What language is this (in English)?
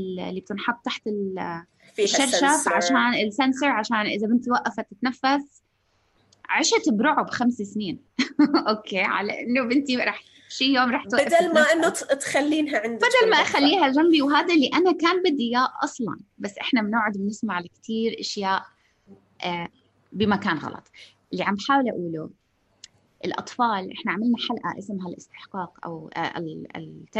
North Levantine Arabic